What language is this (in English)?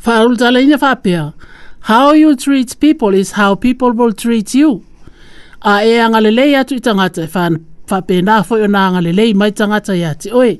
Samoan